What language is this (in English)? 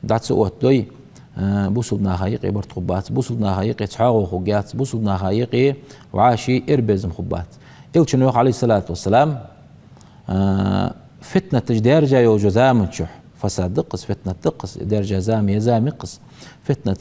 Ingush